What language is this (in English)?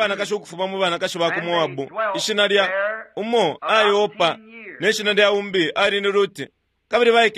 Bemba